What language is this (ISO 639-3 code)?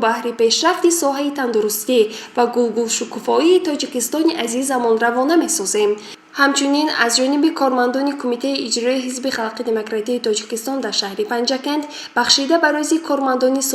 tgk